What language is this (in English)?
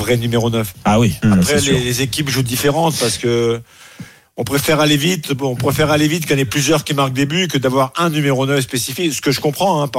French